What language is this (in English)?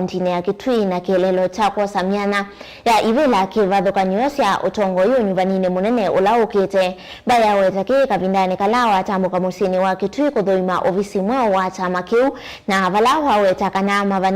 Kamba